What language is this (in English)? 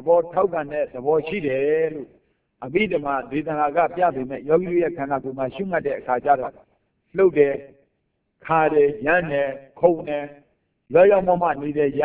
Burmese